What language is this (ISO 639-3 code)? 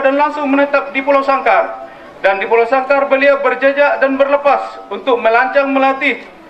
msa